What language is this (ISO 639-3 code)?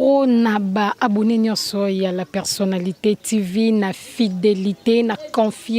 lin